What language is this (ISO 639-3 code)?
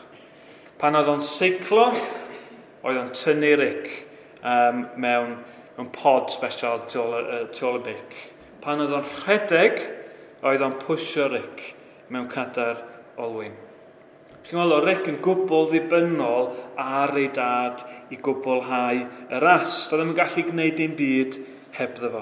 cym